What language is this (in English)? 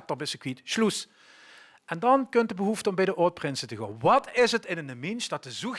Limburgish